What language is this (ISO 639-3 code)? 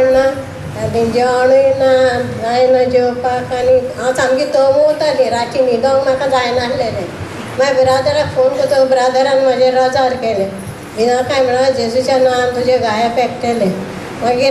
kok